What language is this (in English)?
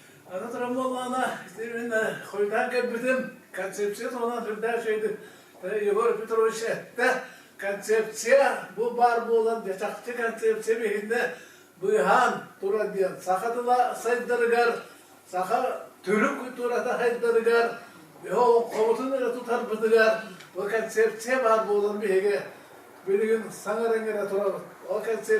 Yakut